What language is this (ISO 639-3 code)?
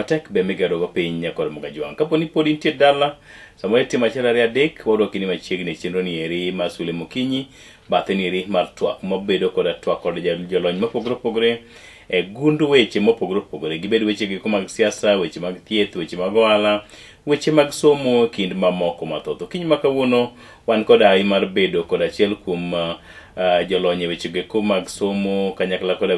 luo